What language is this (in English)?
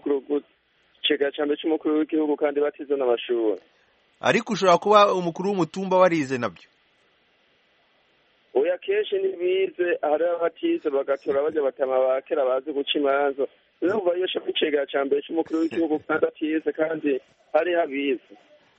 Kinyarwanda